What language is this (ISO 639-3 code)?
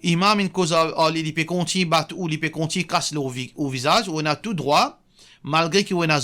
mfe